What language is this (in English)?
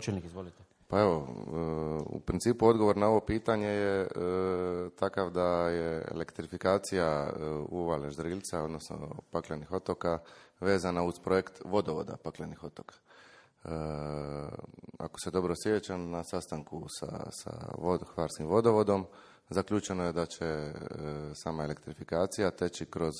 Croatian